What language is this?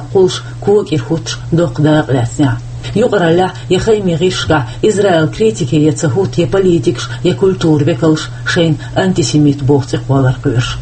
Chechen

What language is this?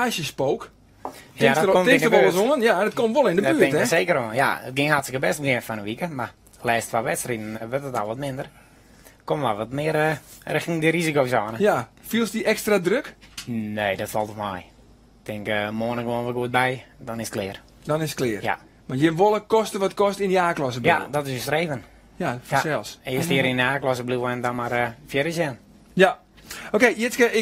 Western Frisian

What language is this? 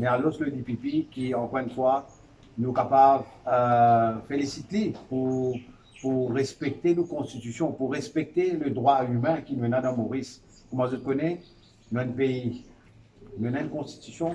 Morisyen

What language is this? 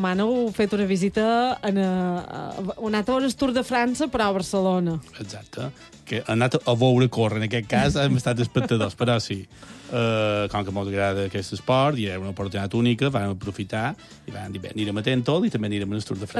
Catalan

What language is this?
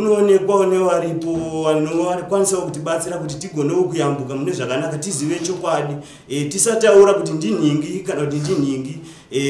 Shona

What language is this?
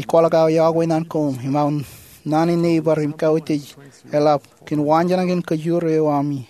Marshallese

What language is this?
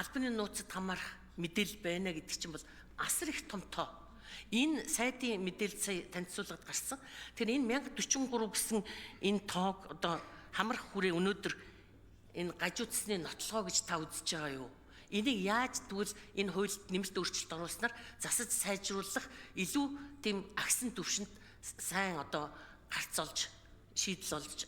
Mongolian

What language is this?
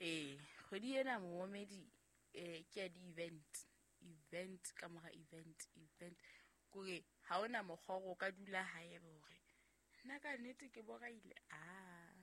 Southern Sotho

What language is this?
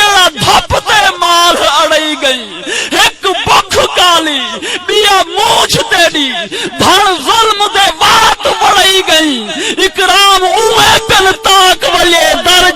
Saraiki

